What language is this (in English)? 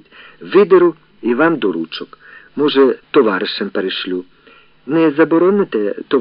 Ukrainian